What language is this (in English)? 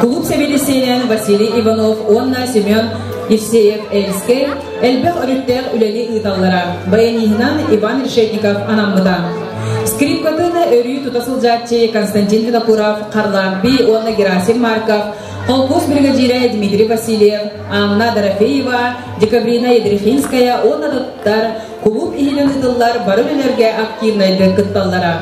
Yakut